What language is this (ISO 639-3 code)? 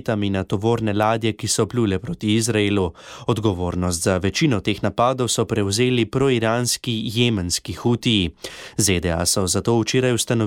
slv